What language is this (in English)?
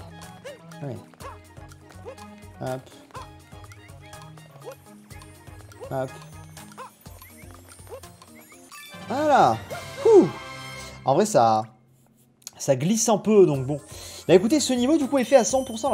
French